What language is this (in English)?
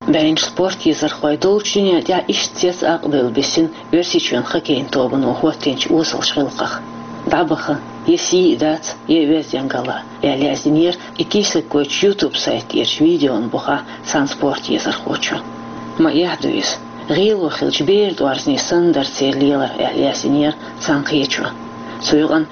Chechen